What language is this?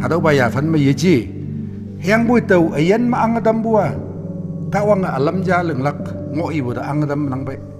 Konyak Naga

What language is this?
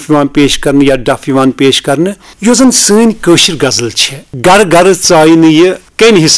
Kashmiri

